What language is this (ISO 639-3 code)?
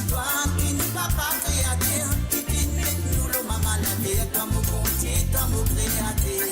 mfe